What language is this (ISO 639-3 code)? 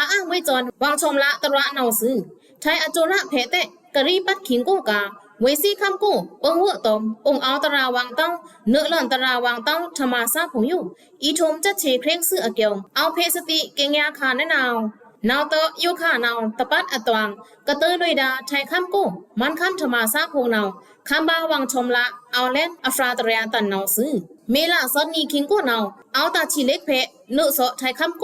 blk